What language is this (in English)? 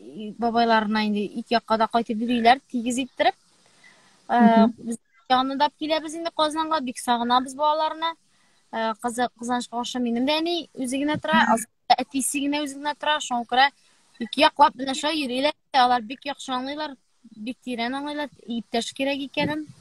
Tatar